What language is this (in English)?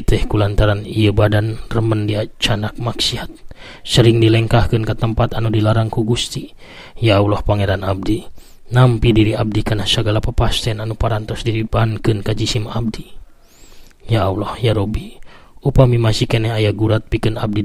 Sundanese